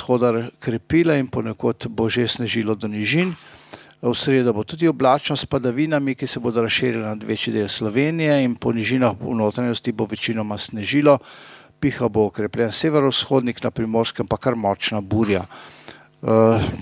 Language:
Slovenian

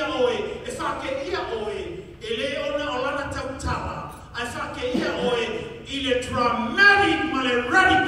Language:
Samoan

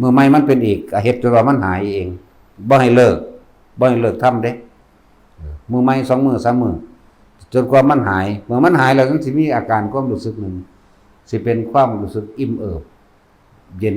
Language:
Northeastern Thai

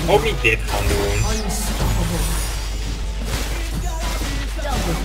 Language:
Dutch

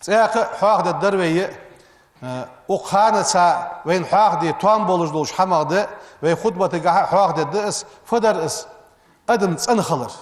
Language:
Ingush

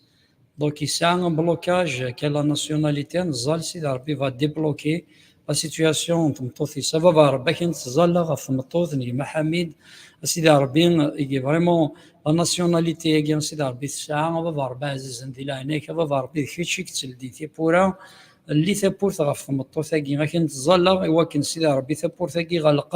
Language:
Kabyle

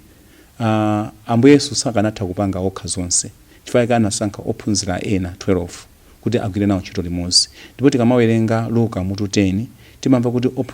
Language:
Nyanja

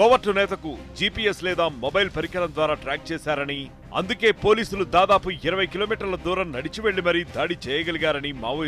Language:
Telugu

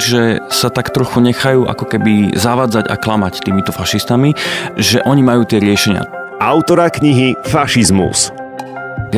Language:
Slovak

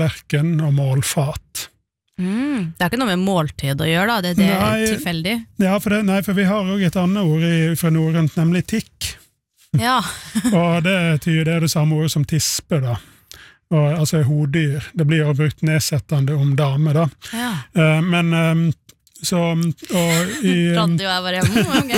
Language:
Norwegian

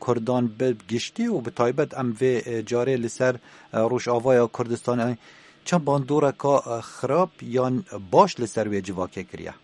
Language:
Kurdish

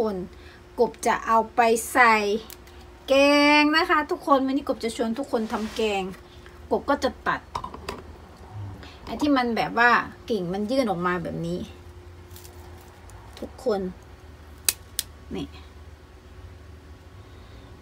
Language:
Thai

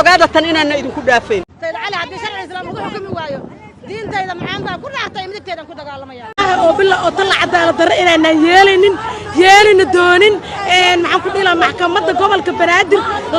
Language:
Somali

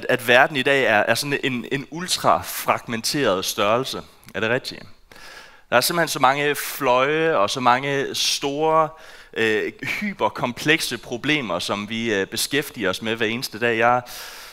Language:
Danish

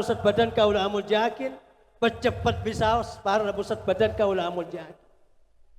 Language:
Madurese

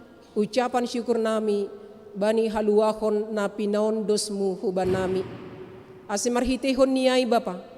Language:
Batak Simalungun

